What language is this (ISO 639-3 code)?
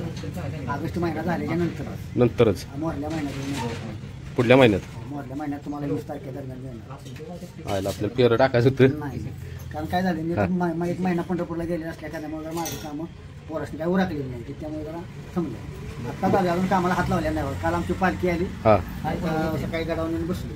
mar